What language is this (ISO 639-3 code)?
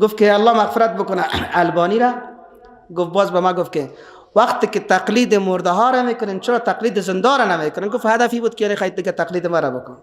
fas